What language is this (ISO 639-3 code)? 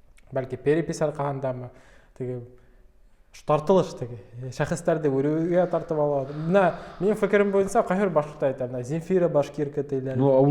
bak